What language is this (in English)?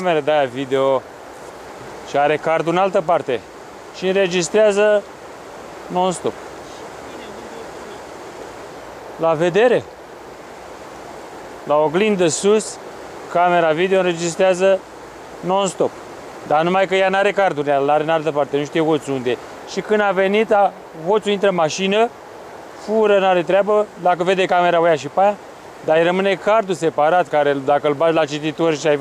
Romanian